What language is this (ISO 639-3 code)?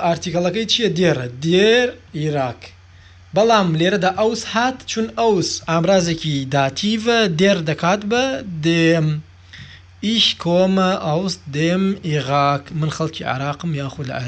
ckb